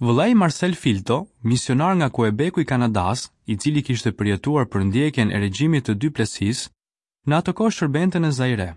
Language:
Albanian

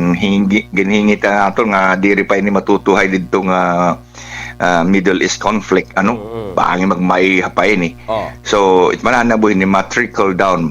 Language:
Waray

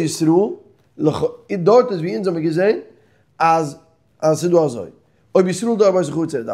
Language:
Yiddish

